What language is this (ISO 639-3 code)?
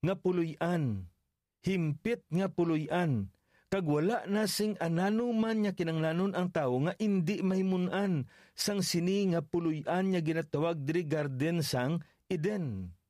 hil